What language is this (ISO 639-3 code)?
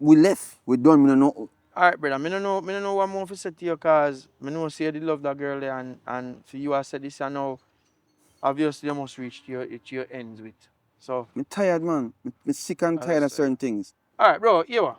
jam